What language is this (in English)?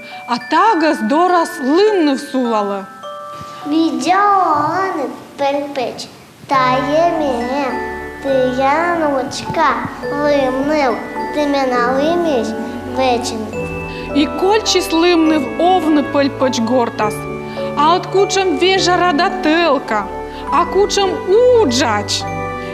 Komi